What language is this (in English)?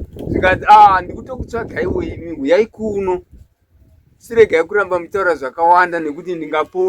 Shona